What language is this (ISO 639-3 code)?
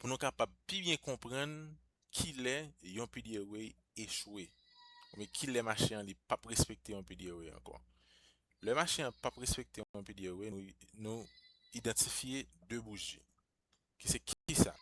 hat